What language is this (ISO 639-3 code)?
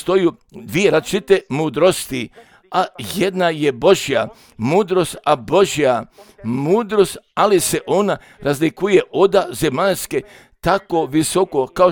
hrv